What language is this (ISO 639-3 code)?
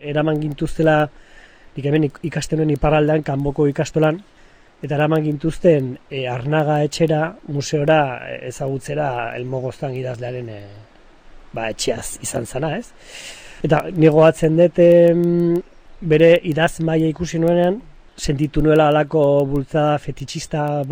eus